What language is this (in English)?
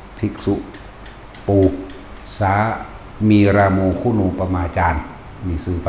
Northeastern Thai